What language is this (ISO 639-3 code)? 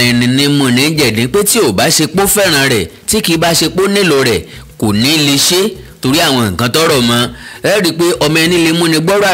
yor